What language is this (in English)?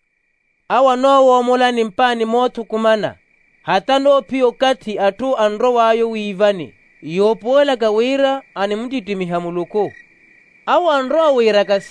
Makhuwa